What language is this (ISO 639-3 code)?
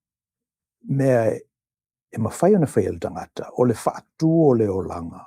smo